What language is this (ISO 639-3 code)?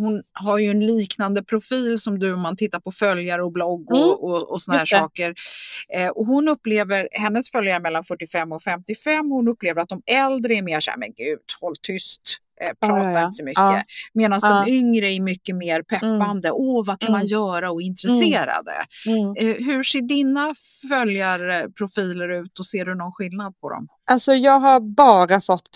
swe